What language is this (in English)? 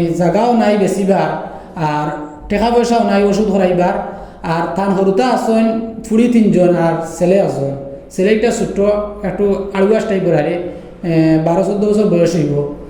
Sylheti